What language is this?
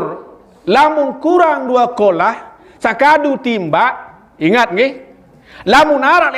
Sasak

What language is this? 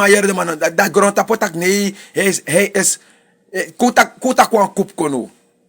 Sranan Tongo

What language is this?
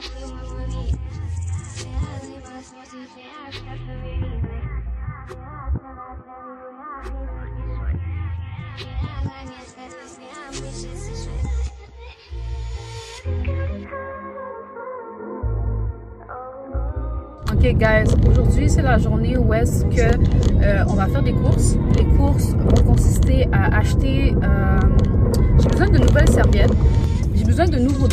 French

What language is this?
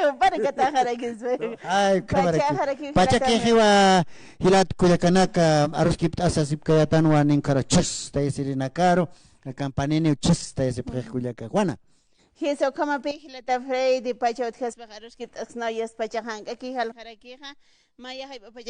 Aymara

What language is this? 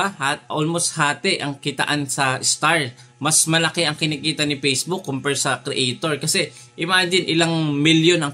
Filipino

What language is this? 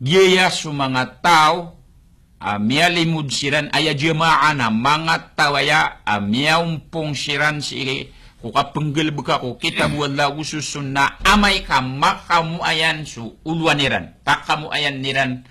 Maranao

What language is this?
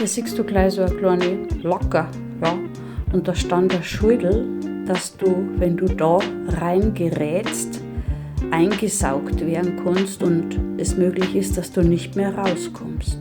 Bavarian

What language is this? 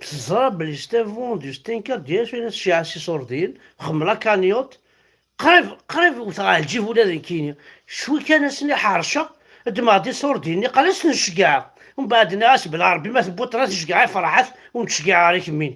Kabyle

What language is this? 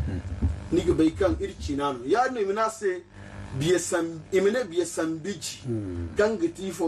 Zarma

